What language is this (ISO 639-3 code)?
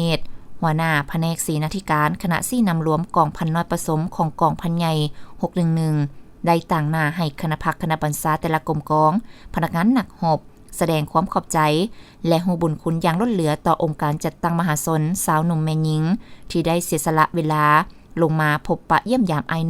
lao